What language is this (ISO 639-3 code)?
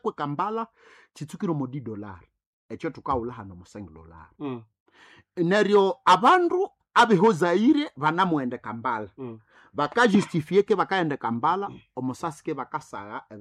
nnb